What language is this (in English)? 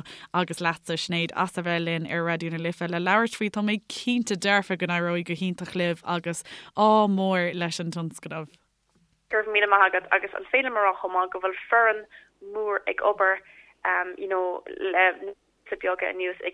Irish